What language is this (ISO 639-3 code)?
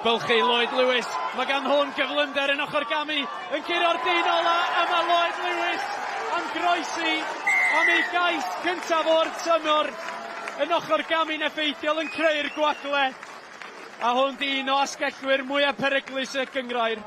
cym